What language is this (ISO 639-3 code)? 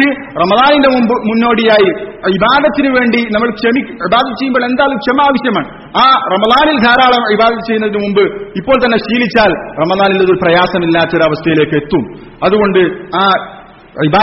mal